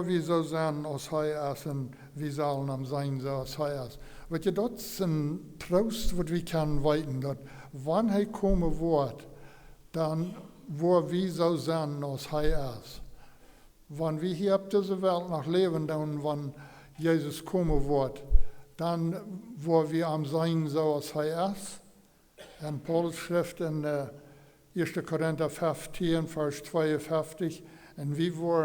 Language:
Plautdietsch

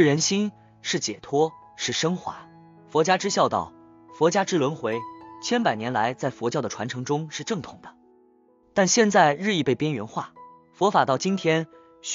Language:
Chinese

